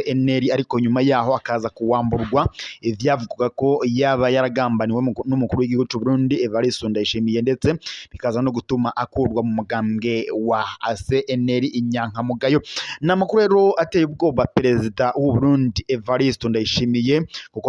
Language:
Rundi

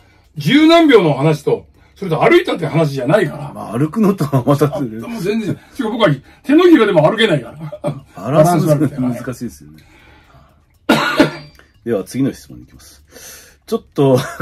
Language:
Japanese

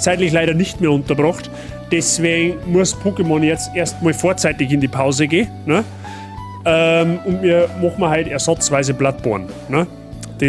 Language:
Bavarian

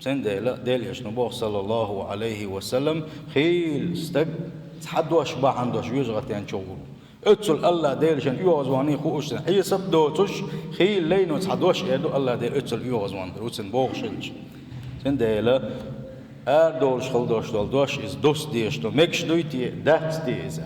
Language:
Chechen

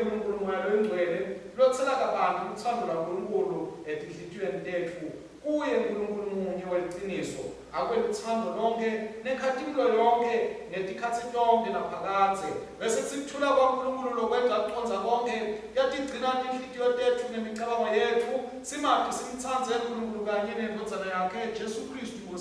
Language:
Swati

